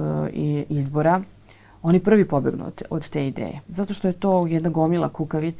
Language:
Serbian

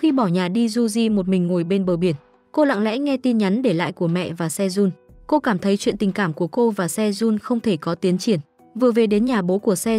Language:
Vietnamese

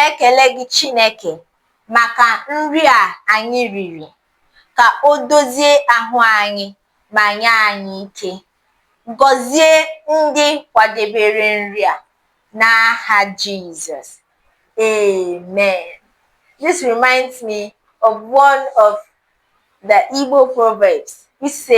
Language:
Igbo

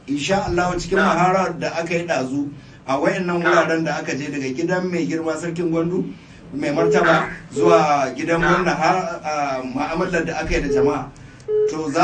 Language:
Hausa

